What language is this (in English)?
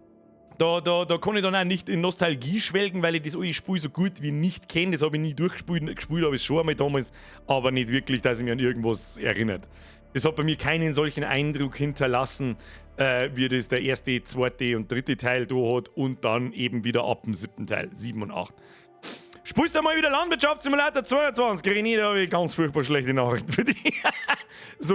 Bavarian